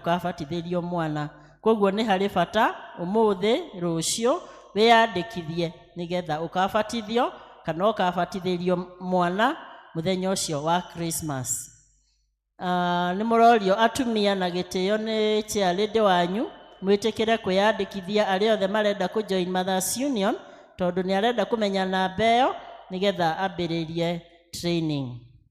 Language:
Kikuyu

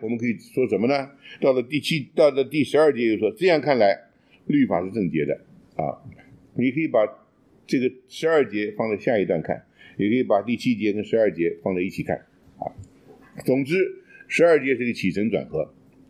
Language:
Chinese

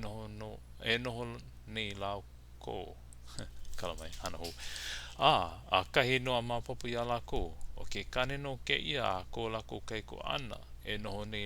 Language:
Hawaiian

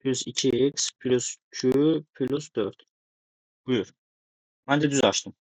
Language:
Azerbaijani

